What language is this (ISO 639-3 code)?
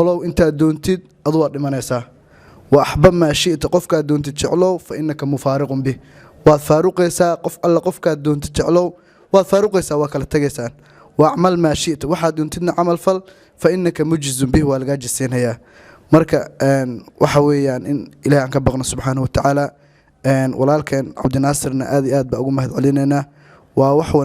som